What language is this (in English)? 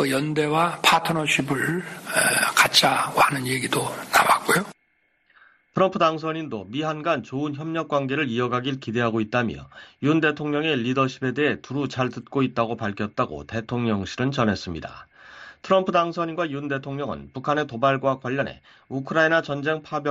Korean